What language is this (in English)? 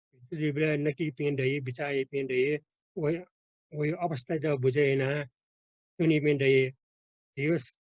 Newari